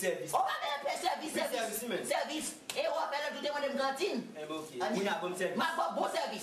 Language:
Haitian Creole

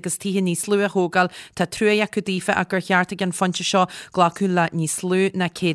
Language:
Irish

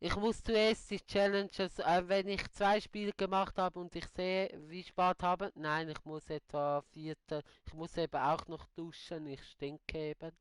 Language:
Swiss German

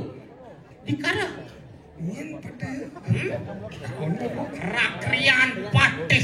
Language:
Balinese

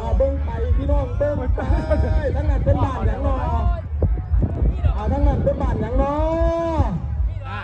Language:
Lao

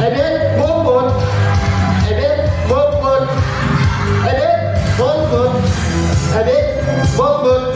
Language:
Yakut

